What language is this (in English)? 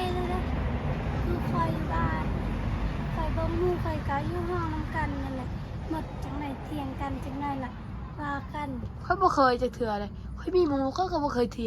Northeastern Thai